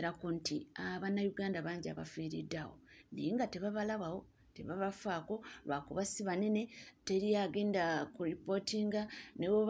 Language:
Ganda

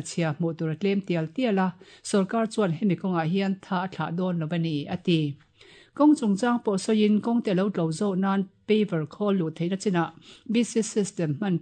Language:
Mizo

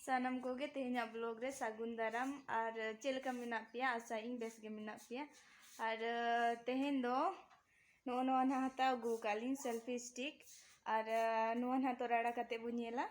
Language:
Santali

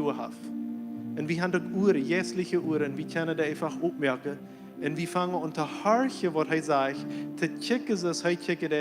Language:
Plautdietsch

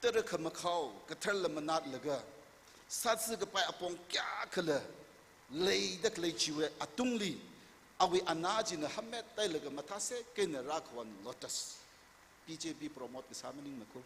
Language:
Tangkhul Naga (India)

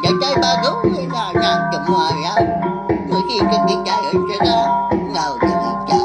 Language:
Iban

